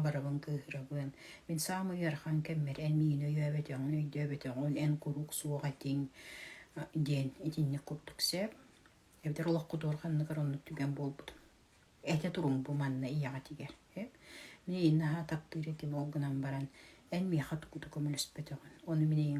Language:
Yakut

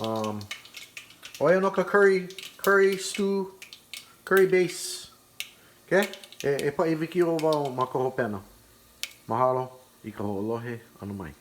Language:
Hawaiian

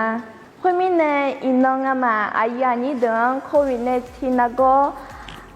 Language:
Akha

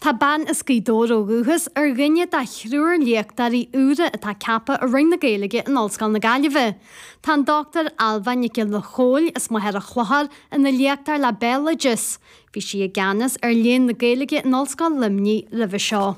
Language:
Irish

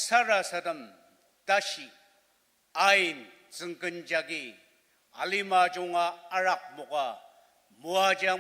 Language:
Ao Naga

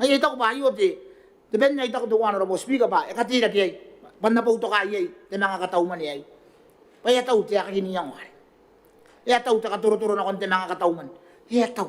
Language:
Gilbertese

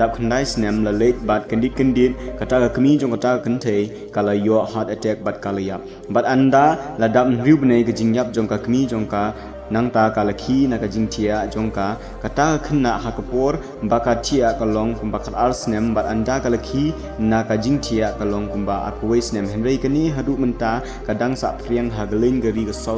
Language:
Khasi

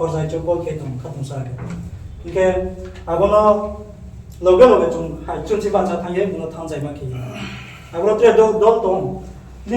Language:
Riang (India)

